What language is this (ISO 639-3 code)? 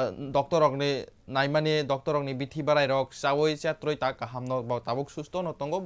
trp